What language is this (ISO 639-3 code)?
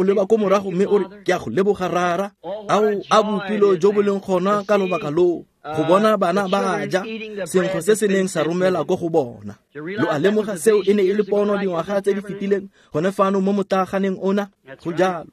tsn